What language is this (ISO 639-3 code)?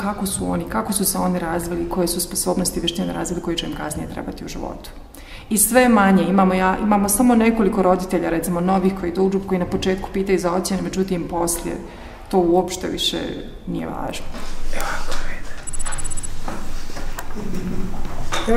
bos